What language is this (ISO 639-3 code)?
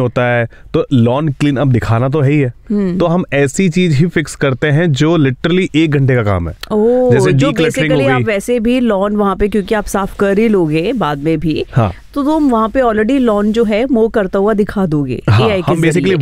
hin